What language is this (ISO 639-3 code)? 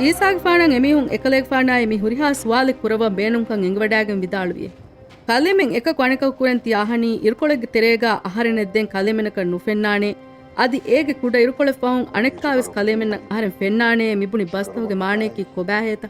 div